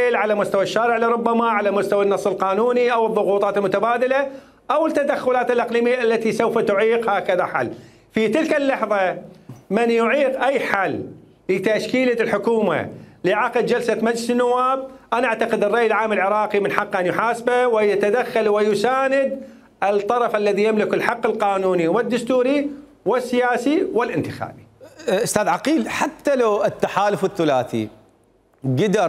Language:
Mesopotamian Arabic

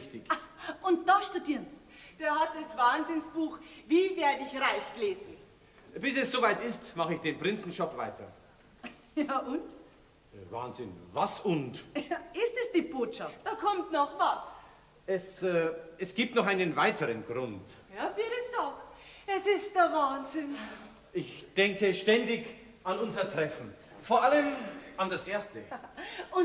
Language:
Bavarian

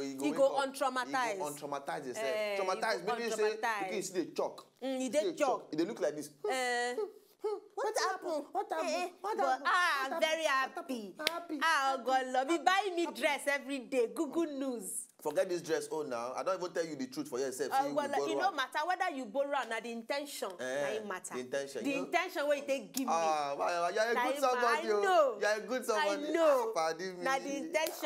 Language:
Nigerian Pidgin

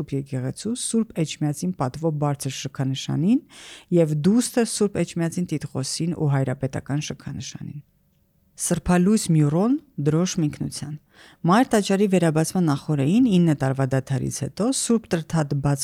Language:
Armenian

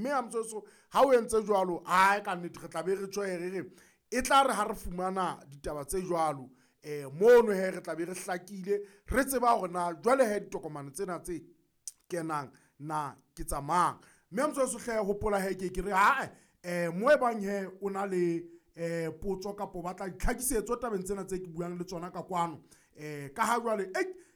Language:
Southern Sotho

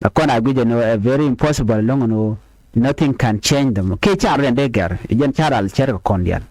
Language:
Nuer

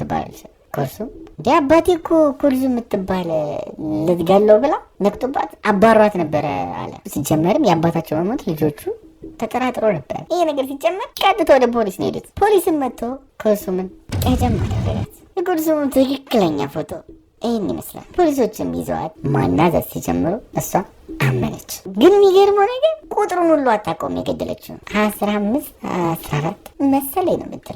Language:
Amharic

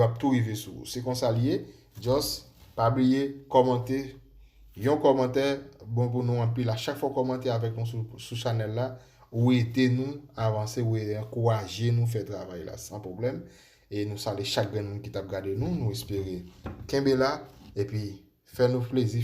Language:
Haitian Creole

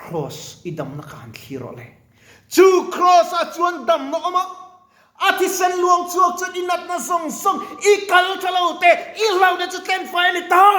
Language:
Mizo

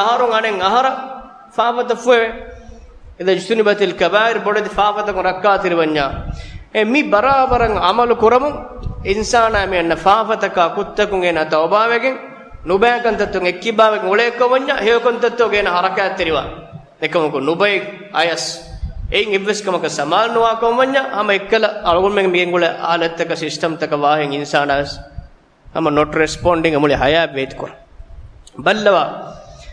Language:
Divehi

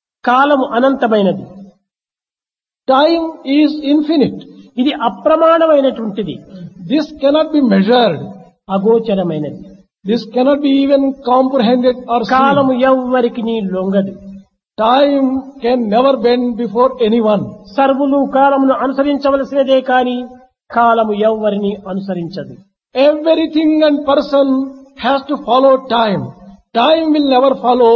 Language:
Telugu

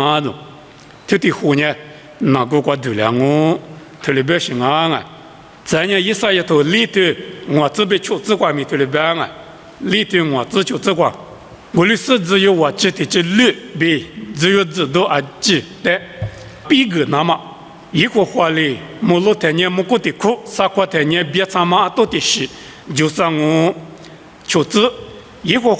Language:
Lisu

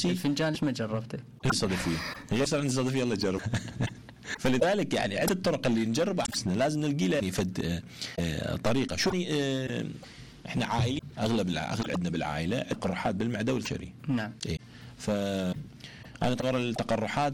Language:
Mesopotamian Arabic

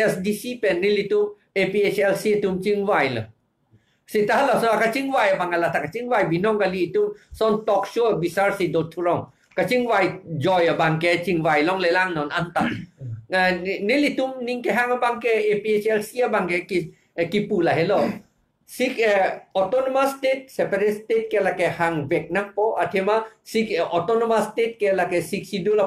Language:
Karbi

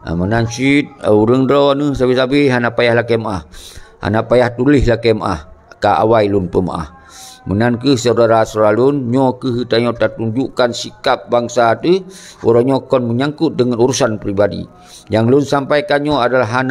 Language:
Achinese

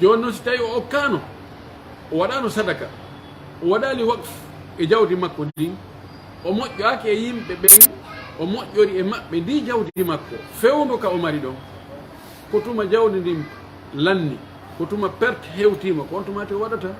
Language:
Pular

